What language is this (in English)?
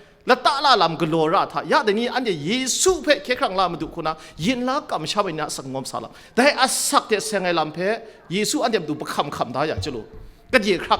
Kachin